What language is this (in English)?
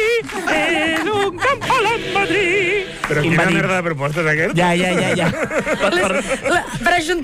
Catalan